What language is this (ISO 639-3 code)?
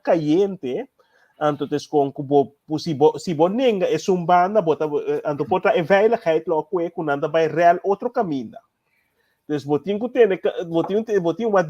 pap